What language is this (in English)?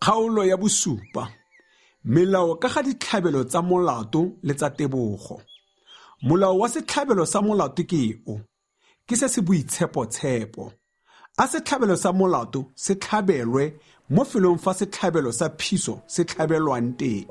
Tswana